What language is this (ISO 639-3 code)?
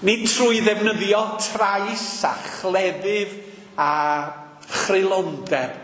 cym